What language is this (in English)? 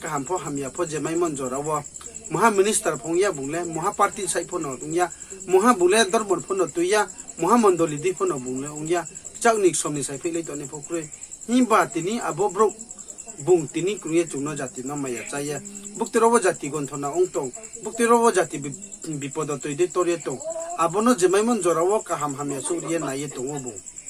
Riang (India)